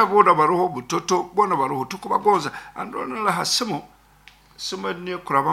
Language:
Nyankole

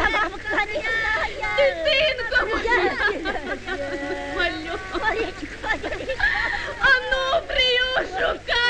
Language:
Ukrainian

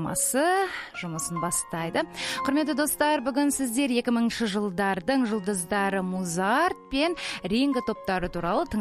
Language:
Kazakh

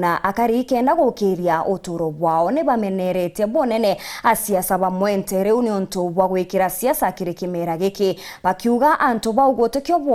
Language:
Meru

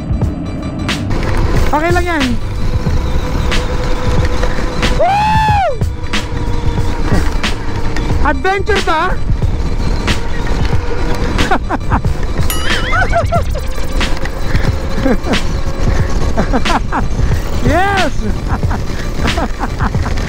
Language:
Filipino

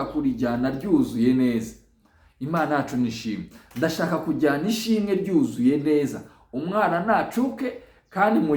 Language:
Kinyarwanda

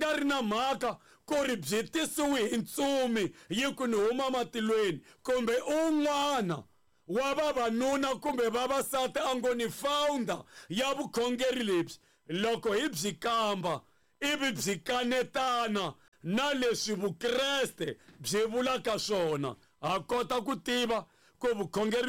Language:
Tsonga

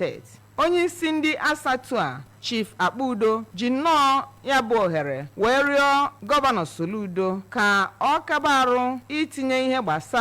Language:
Igbo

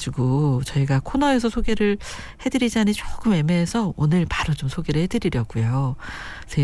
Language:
Korean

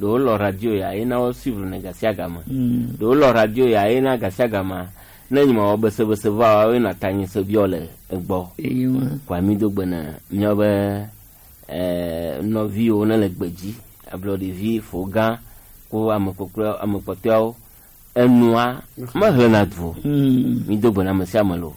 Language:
Gen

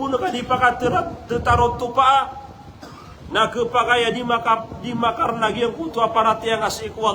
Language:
Maranao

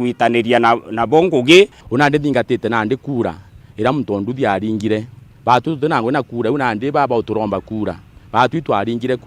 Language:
Meru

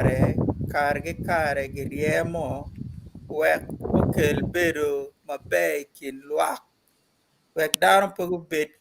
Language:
Acoli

